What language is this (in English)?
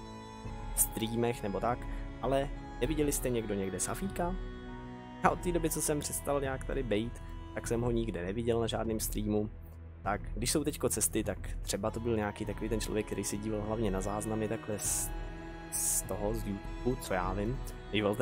Czech